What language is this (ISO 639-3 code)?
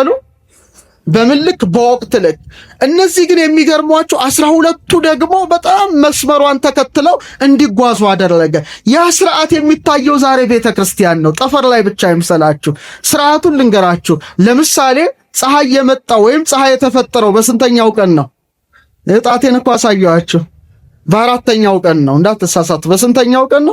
amh